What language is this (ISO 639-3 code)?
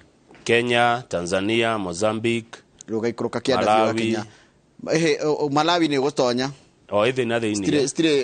kik